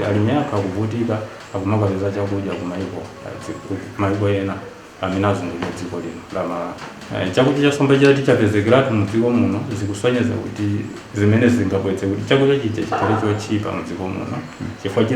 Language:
Nyanja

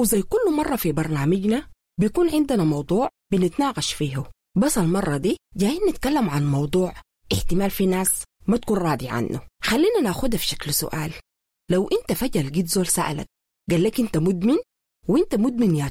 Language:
Sudanese Arabic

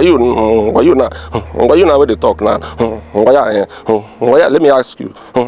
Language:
Nigerian Pidgin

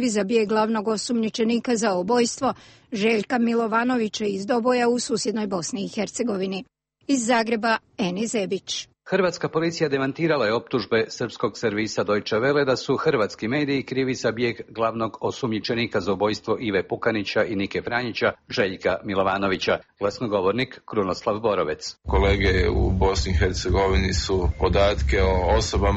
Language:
Croatian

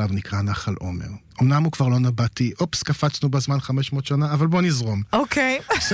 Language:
Hebrew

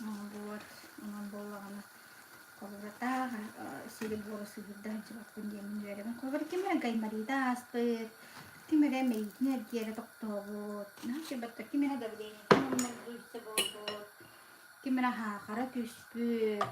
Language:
Yakut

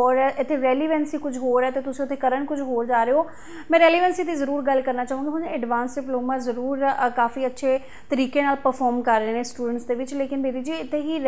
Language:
Punjabi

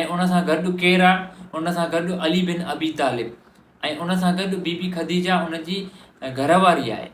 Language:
Sindhi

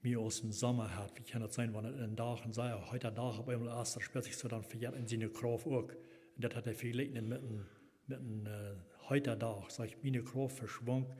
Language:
Plautdietsch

